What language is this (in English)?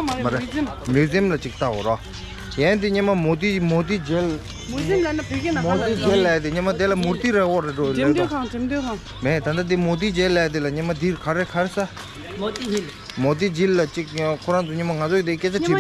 Tibetan